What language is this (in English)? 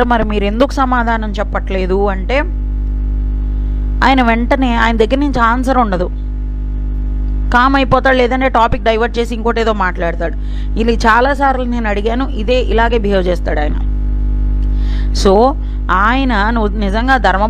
Telugu